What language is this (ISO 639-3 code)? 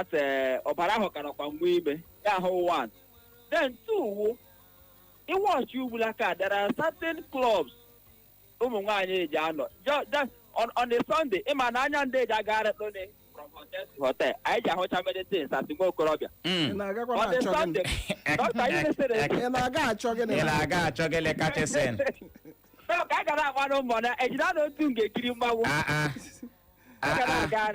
ibo